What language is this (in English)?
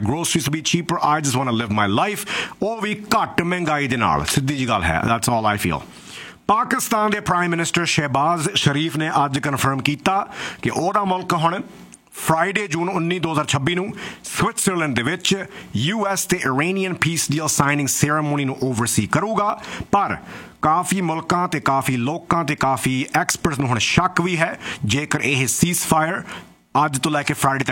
Punjabi